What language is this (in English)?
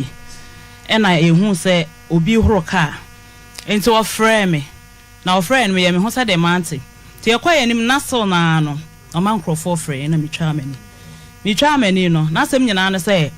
Akan